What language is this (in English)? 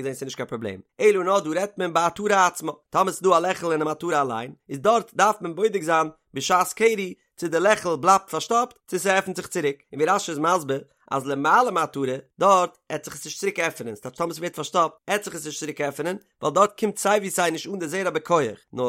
Yiddish